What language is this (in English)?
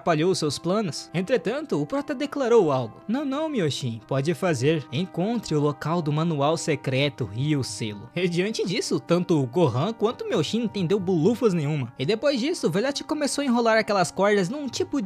Portuguese